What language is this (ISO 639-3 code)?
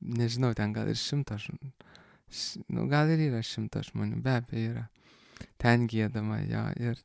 lit